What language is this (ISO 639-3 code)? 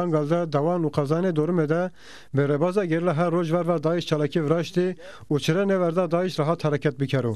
zza